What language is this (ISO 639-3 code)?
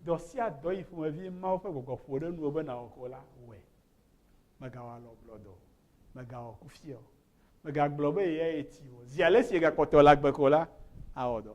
ewe